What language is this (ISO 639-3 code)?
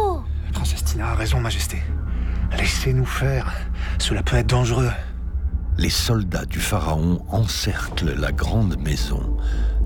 fra